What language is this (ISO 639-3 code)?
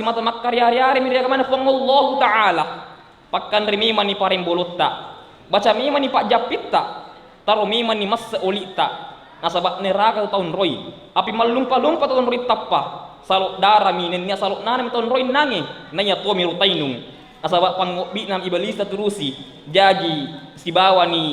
bug